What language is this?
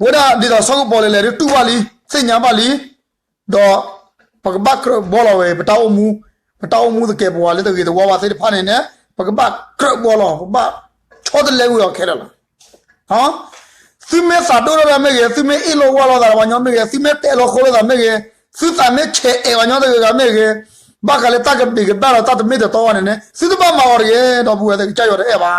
S'gaw Karen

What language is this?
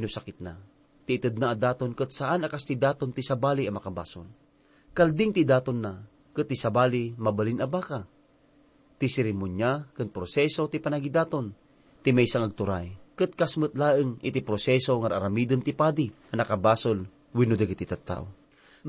Iloko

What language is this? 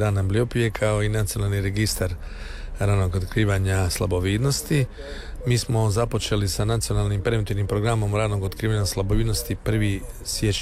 Croatian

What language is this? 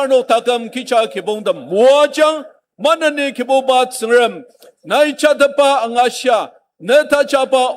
Ao Naga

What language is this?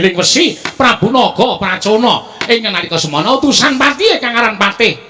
Javanese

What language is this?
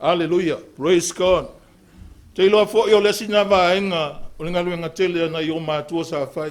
Samoan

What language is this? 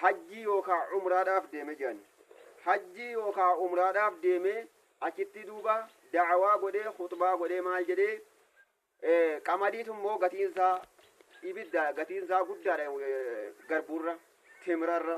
Oromo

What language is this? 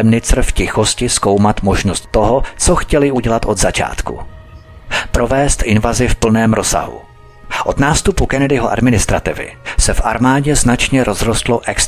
Czech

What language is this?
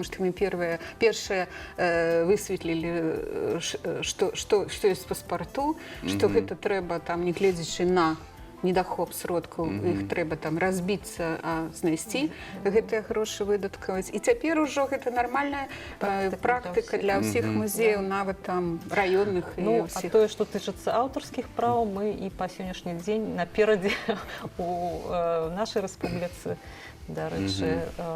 Belarusian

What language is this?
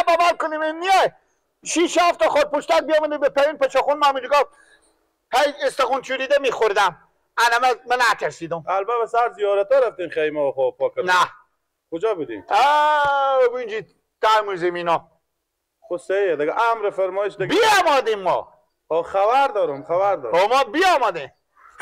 Persian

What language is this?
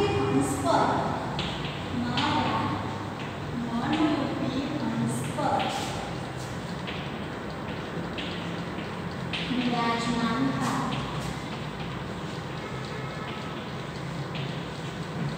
Gujarati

